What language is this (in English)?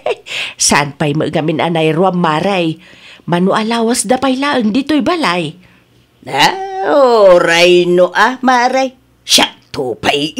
Iloko